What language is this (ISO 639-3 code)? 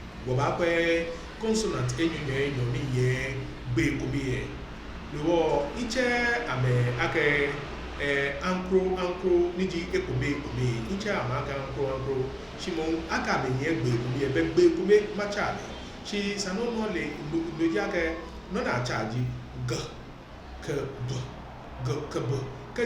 gaa